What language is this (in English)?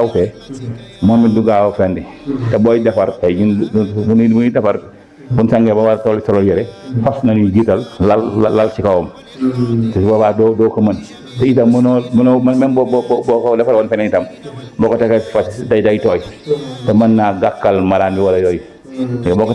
Wolof